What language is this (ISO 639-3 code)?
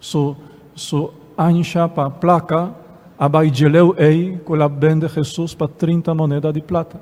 pap